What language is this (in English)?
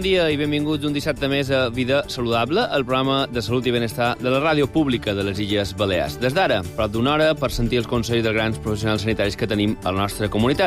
Catalan